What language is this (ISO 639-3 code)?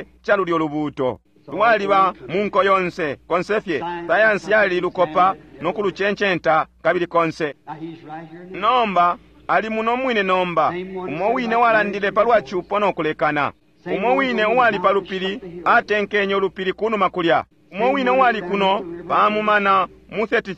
bem